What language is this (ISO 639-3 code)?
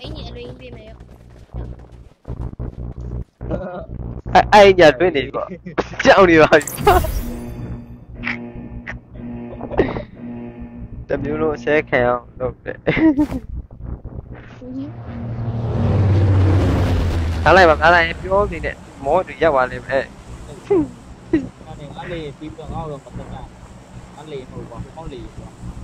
mya